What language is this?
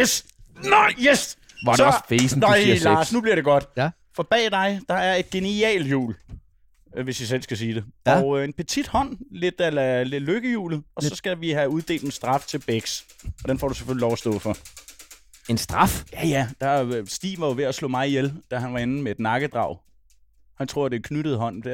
Danish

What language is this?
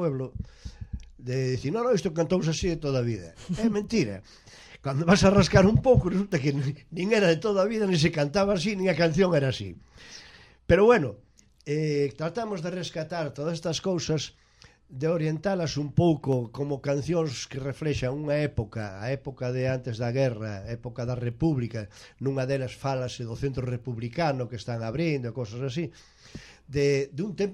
Galician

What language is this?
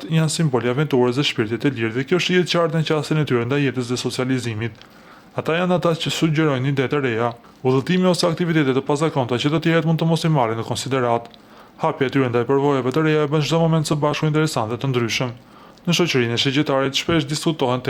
Albanian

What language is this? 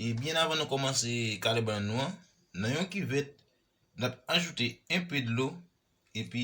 Haitian Creole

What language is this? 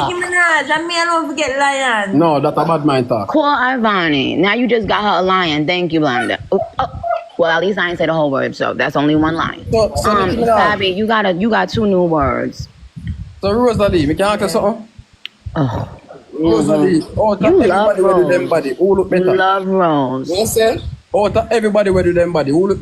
Jamaican Creole English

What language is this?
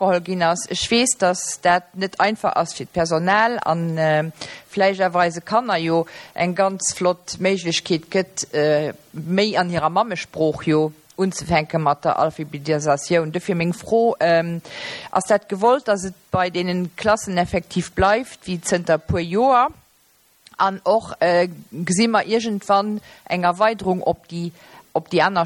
Luxembourgish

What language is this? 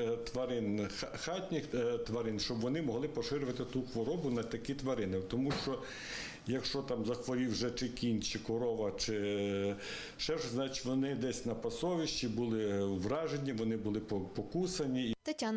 Ukrainian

